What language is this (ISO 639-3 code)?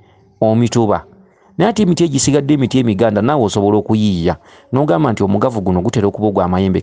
lug